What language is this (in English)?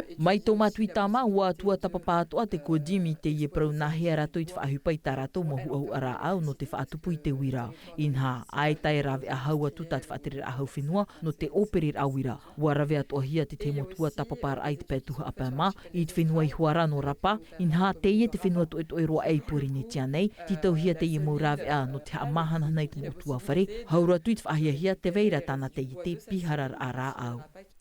Tahitian